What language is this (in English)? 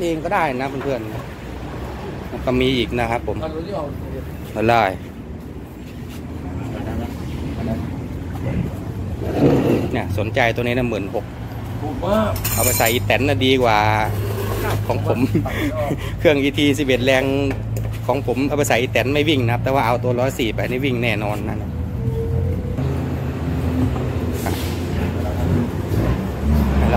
Thai